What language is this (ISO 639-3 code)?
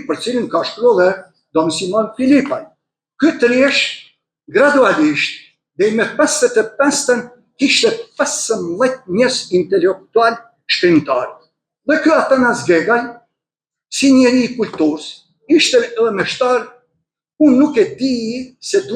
sqi